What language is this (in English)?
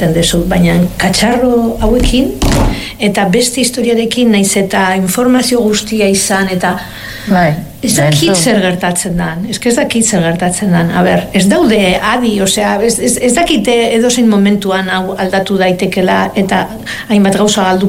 Basque